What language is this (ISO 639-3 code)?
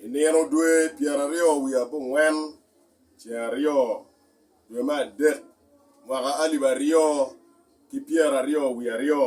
ach